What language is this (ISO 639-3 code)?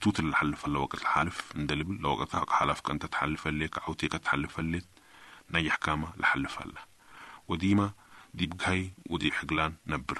apd